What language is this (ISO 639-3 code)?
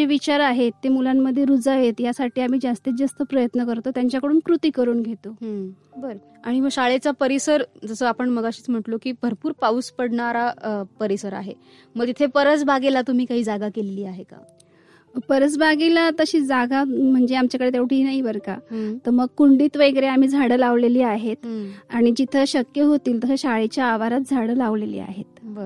mar